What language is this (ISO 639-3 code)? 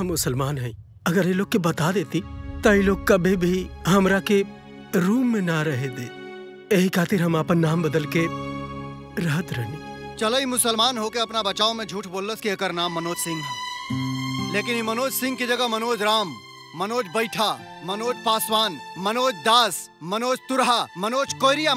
bho